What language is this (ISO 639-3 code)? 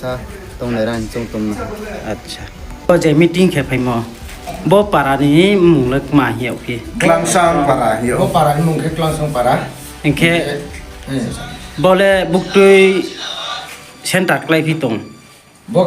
ria